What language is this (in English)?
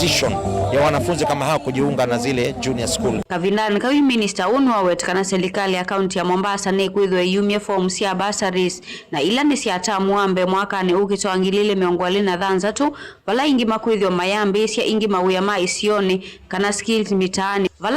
Kamba